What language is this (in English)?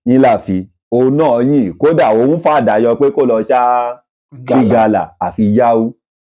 Yoruba